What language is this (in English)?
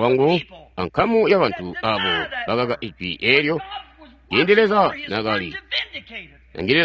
Tonga (Zambia)